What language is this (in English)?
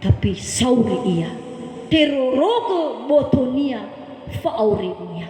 Nias